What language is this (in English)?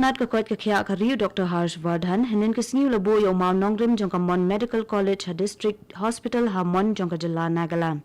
Khasi